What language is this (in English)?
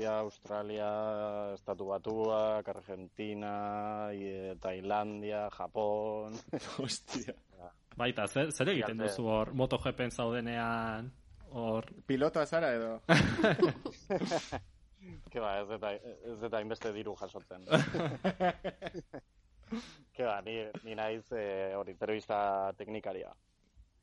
Basque